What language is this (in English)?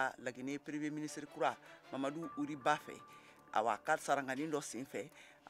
Bambara